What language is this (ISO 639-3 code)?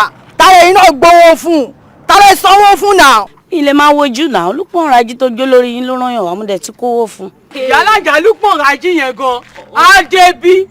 yor